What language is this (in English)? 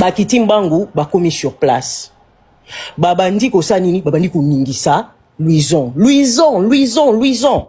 Lingala